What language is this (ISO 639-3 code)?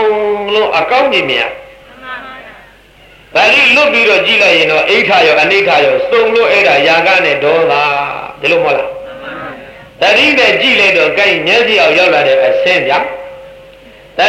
mya